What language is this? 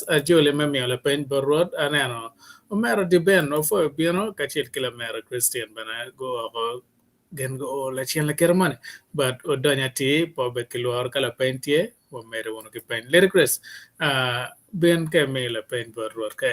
Acoli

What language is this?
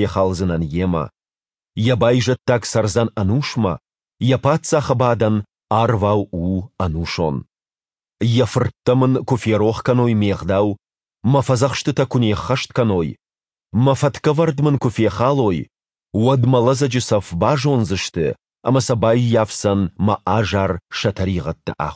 Ossetic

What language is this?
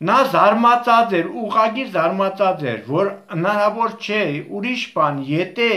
Armenian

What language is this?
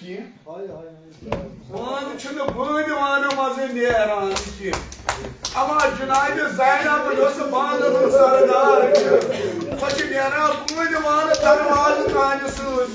Kashmiri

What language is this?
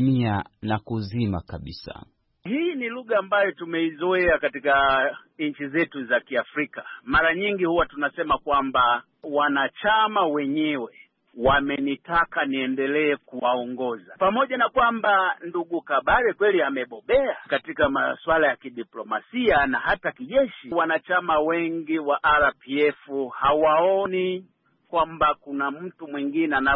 Swahili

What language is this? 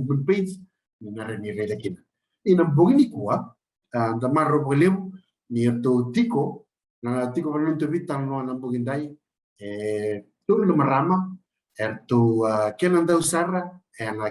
Fijian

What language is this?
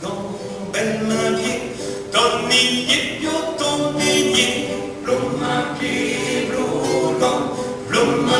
Picard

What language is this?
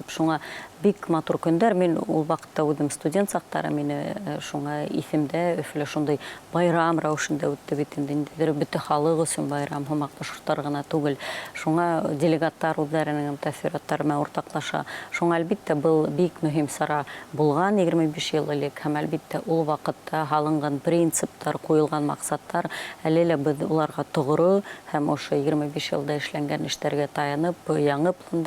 Bashkir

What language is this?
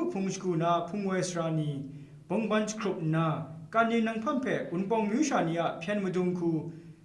Kachin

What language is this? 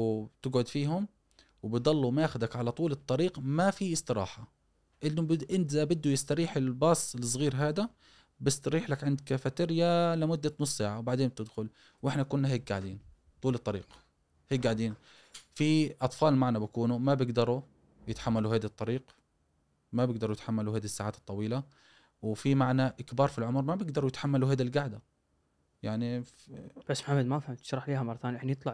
Gulf Arabic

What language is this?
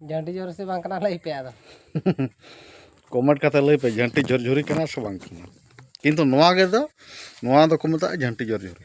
Santali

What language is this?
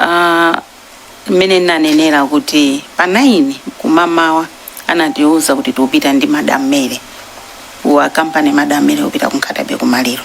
Nyanja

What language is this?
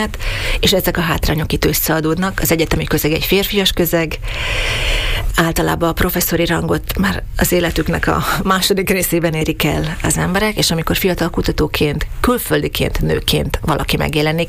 Hungarian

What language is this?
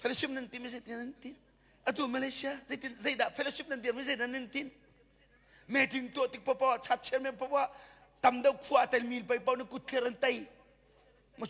Hakha Chin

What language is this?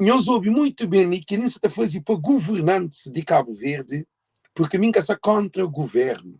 Kabuverdianu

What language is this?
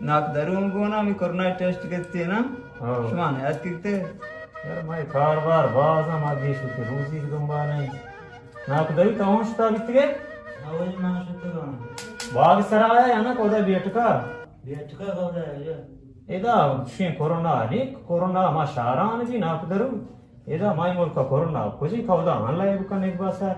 Baluchi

